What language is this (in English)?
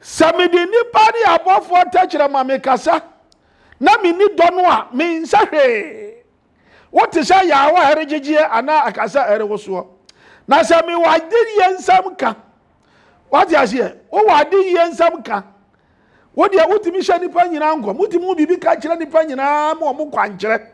Akan